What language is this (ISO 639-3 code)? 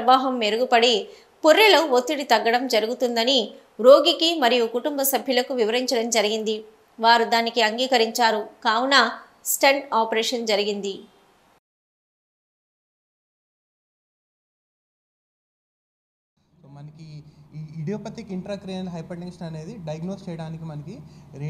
tel